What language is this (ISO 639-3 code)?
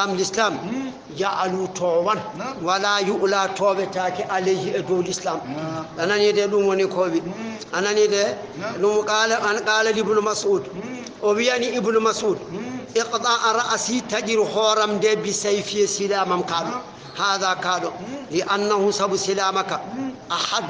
ful